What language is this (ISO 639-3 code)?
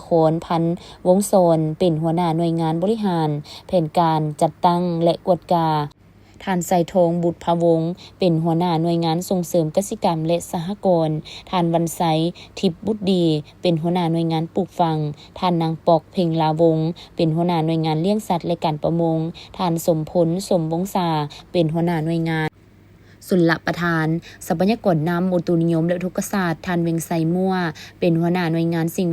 lao